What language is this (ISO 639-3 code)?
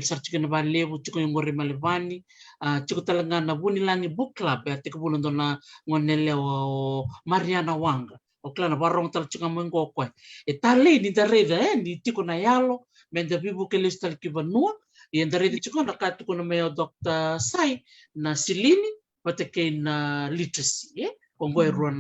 fij